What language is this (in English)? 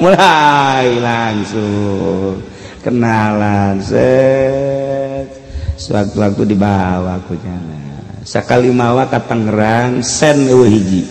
Sundanese